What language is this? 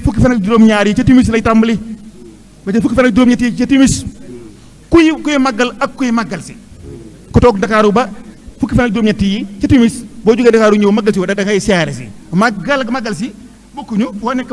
Wolof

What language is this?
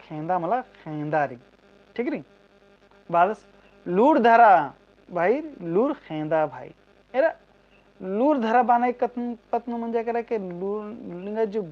Kurukh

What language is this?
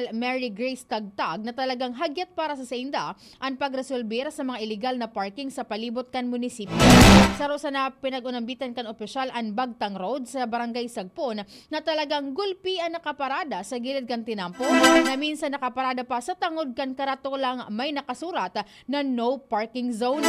Bikol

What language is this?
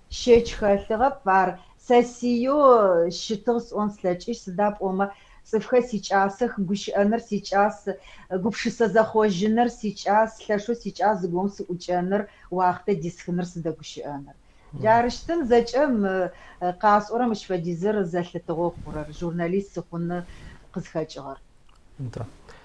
Adyghe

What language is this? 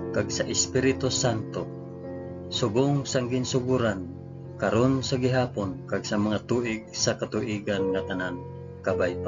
Hiligaynon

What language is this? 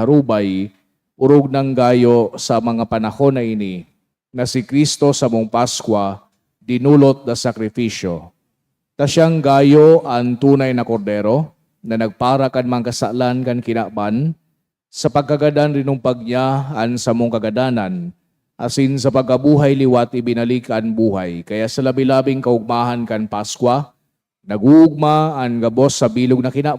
Bikol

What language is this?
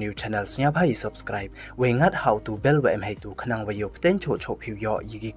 Pnar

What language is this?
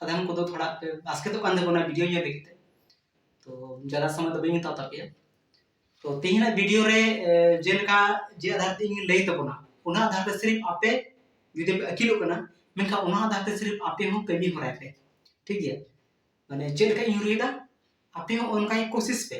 Santali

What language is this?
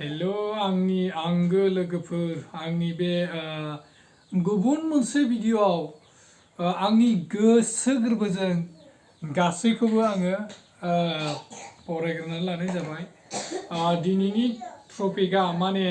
Bodo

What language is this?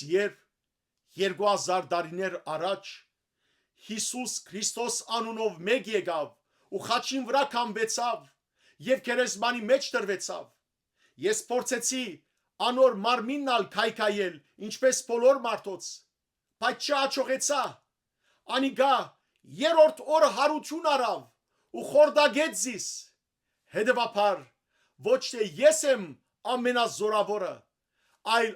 Western Armenian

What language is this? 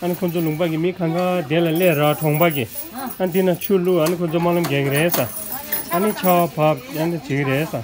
Tibetan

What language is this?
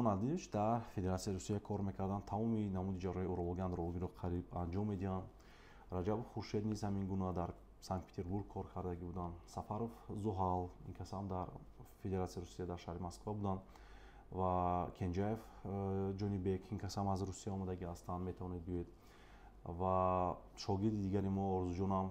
Tajik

